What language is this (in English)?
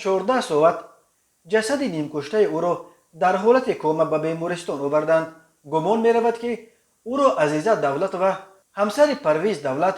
Tajik